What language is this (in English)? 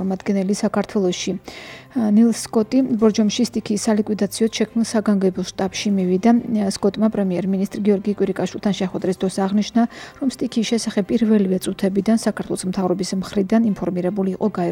Georgian